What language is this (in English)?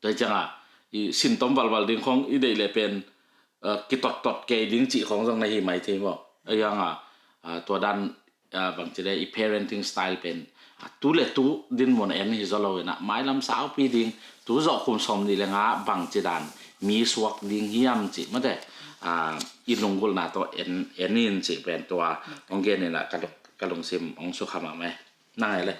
Tedim Chin